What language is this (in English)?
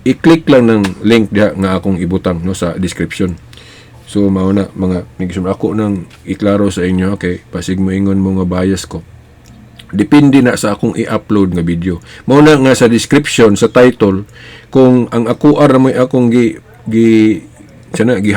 Cebuano